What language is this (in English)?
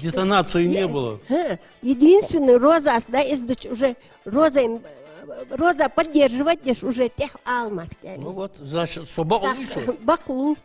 Ingush